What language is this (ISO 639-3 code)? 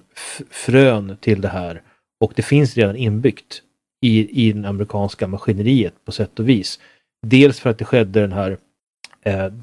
swe